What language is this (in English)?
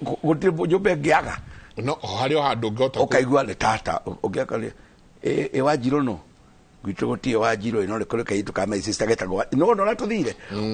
Kikuyu